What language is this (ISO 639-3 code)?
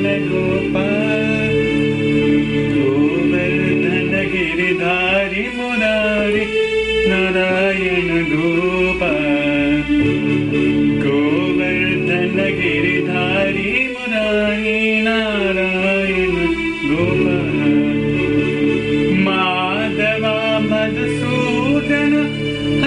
kan